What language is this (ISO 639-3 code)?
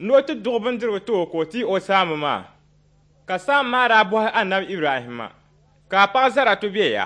dag